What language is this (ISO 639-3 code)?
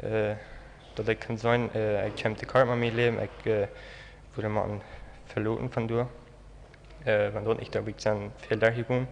pdt